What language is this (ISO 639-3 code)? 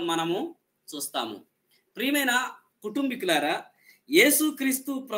tel